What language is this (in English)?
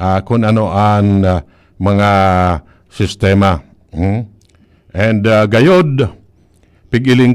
Bikol